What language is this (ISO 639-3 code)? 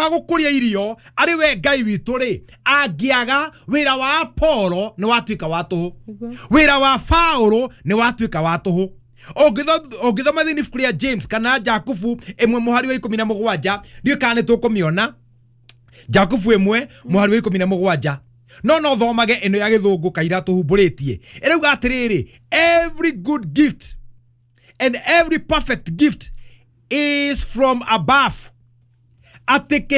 kik